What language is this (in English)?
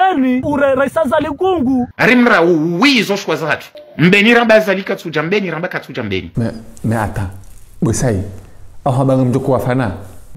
Ngazidja Comorian